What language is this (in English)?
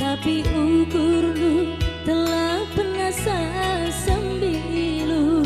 Batak Karo